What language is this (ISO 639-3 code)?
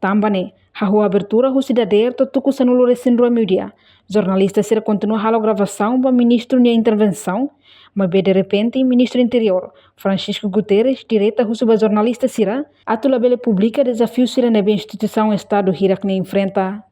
tet